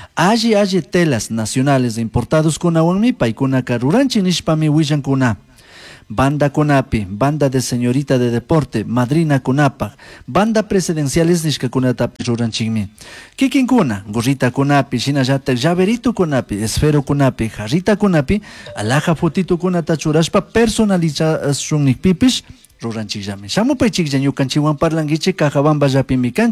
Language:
Chimborazo Highland Quichua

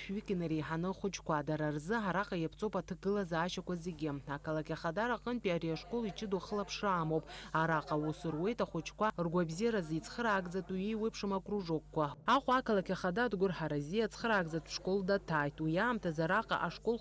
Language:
Abkhazian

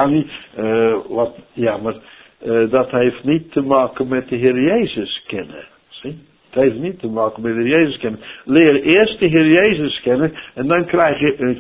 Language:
Dutch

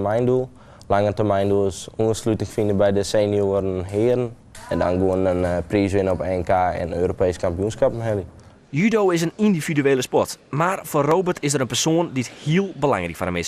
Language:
Western Frisian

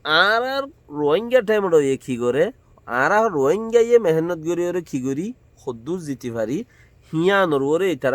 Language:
Rohingya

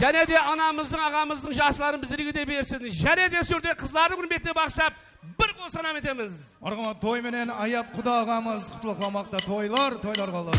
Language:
Kara-Kalpak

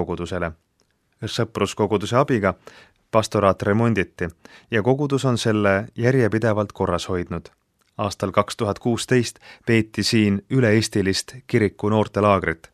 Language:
Estonian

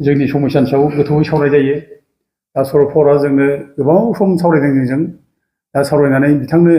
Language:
Bodo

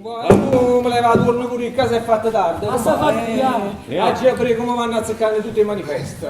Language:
Neapolitan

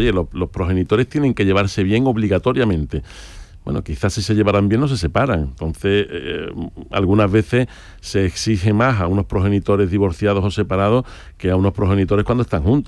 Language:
Spanish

